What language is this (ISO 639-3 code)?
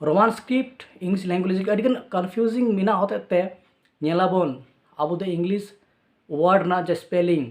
sat